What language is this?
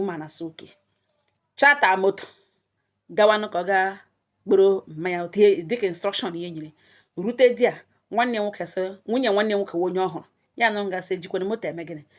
Igbo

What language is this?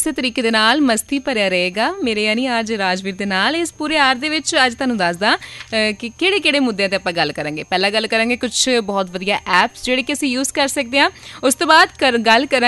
Punjabi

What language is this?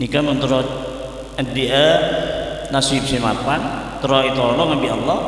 Madurese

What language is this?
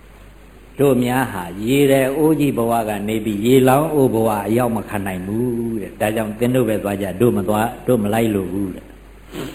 Burmese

